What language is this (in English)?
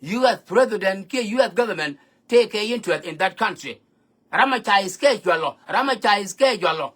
Nuer